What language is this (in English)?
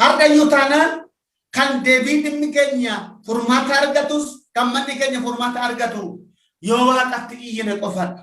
Oromo